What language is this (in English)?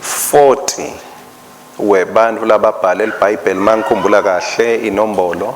Swati